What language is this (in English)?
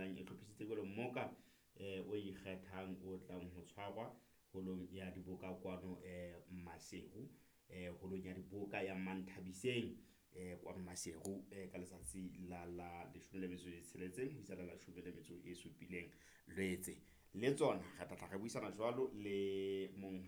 Southern Sotho